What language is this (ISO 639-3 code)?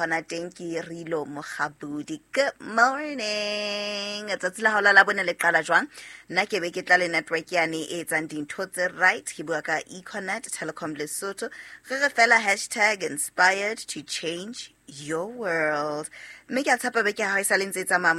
sot